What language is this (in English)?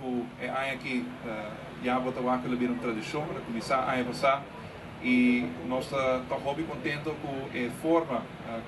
Papiamento